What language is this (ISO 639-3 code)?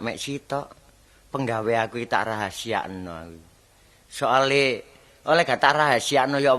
jav